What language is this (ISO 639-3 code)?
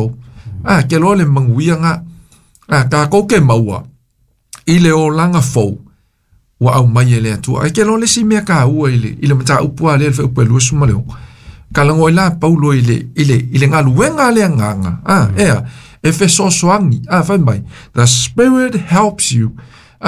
smo